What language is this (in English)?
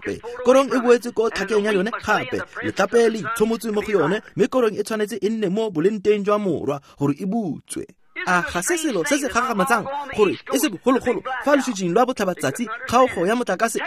Tswana